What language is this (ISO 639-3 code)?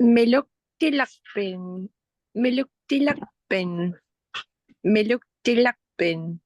ipk